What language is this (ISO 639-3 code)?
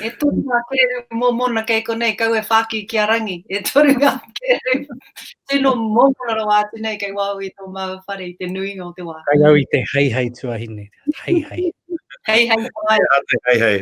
mri